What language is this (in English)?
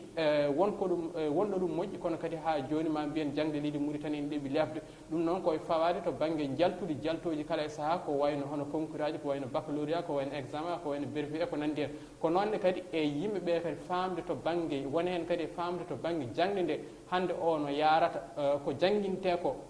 Fula